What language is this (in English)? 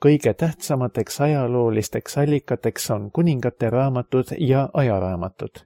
Estonian